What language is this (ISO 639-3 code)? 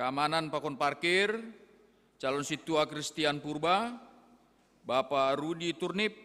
bts